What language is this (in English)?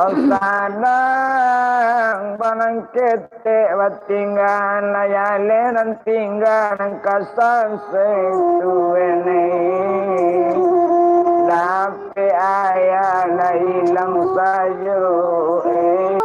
Minangkabau